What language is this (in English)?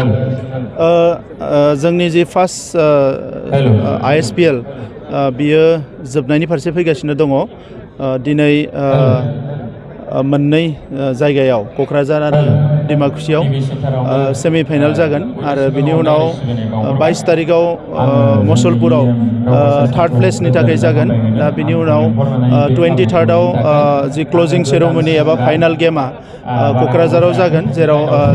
Bodo